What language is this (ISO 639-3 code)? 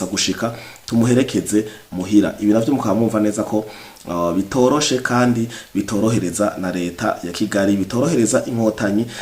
run